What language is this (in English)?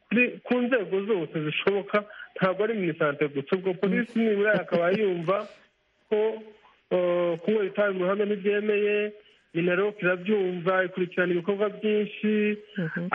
Kinyarwanda